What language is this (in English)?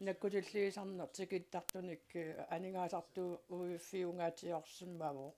Kalaallisut